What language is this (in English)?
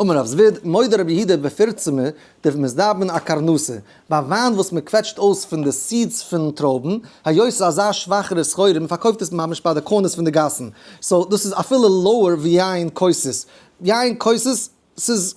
Yiddish